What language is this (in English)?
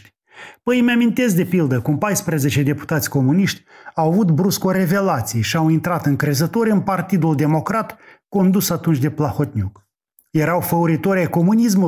Romanian